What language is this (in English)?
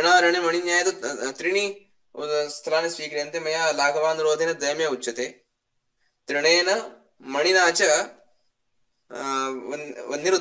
Sanskrit